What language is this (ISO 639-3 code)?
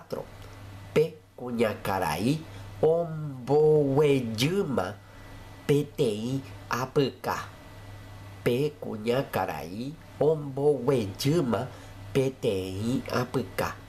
grn